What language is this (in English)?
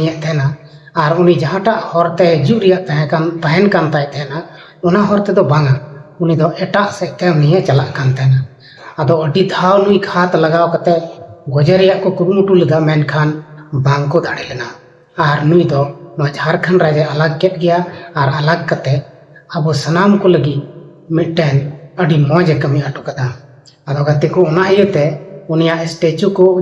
Santali